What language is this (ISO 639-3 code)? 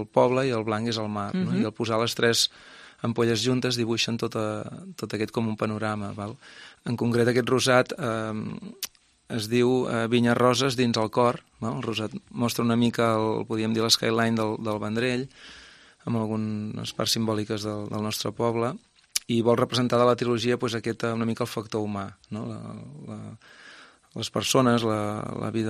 cat